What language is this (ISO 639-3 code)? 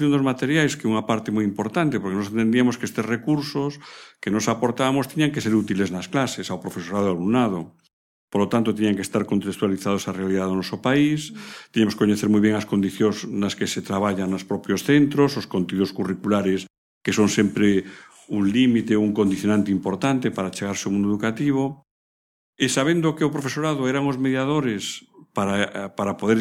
glg